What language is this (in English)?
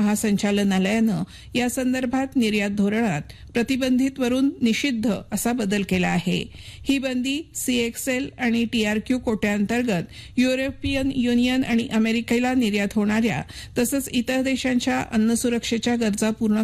Marathi